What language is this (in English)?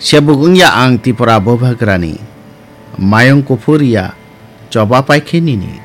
Kok Borok